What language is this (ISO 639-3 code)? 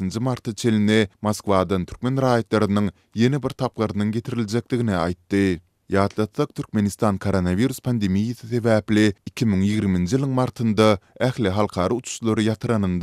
tuk